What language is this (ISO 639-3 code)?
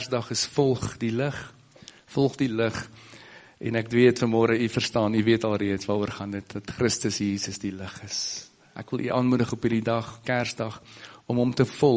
afr